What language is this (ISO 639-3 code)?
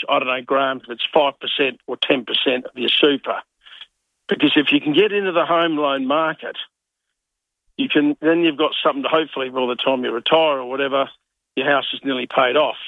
eng